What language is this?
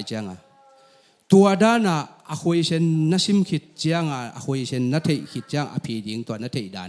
Tedim Chin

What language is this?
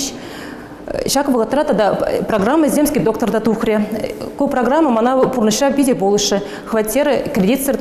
Chuvash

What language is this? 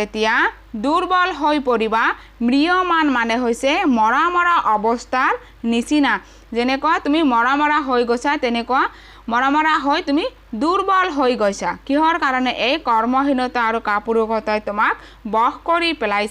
Assamese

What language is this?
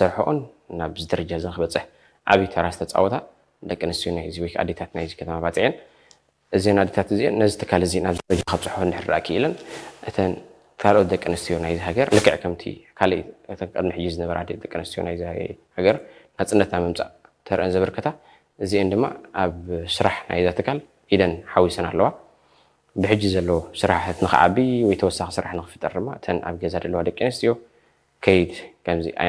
Tigrinya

